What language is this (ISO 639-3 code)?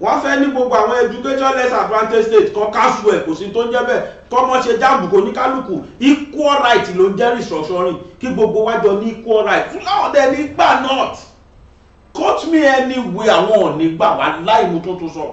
yor